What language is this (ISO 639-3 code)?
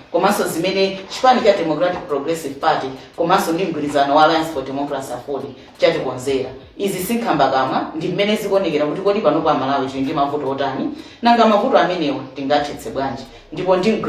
nya